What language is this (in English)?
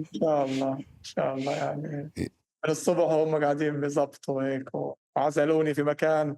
North Levantine Arabic